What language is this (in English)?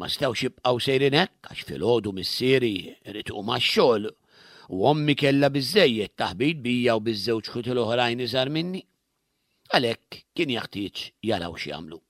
Maltese